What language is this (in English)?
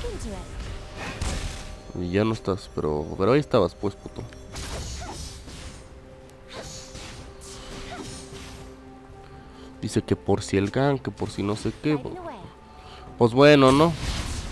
Spanish